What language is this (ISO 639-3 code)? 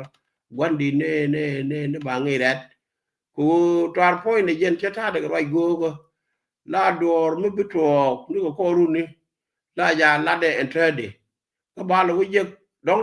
nus